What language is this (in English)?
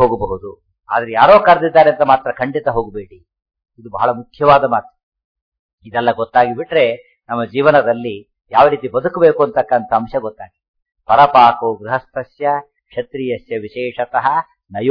Kannada